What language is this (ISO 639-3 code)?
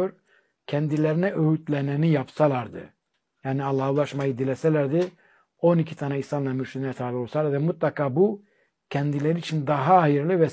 tur